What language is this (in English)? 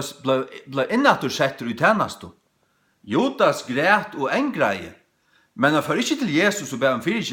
Faroese